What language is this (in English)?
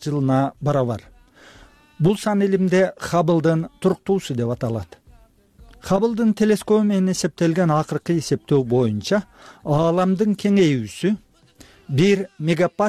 Kyrgyz